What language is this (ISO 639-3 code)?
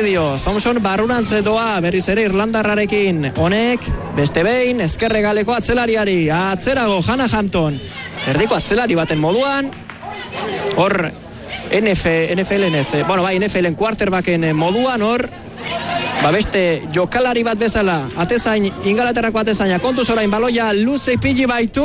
eus